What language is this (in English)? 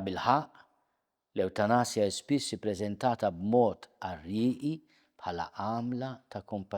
Maltese